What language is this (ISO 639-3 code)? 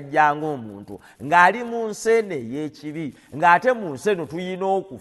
lug